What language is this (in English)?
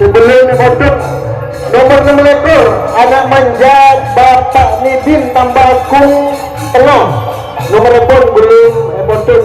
Madurese